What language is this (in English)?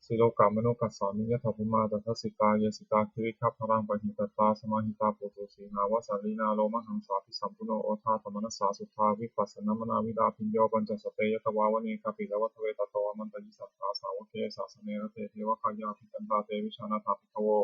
Pali